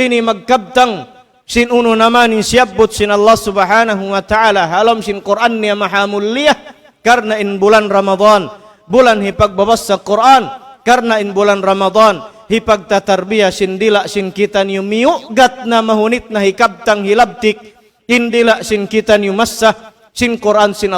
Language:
Tausug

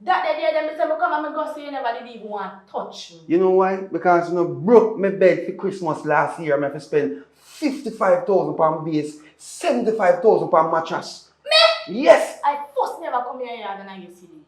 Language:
Jamaican Creole English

